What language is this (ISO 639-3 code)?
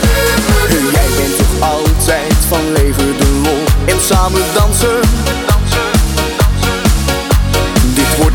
nld